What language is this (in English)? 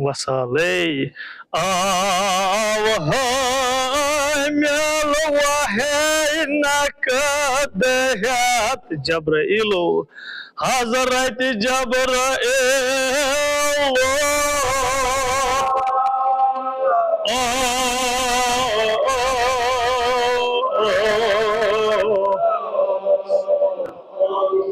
Kashmiri